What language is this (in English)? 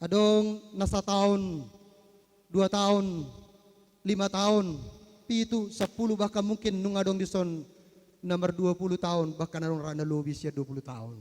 Batak Toba